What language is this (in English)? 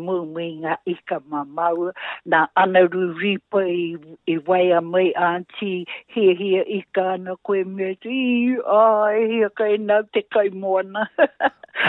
Māori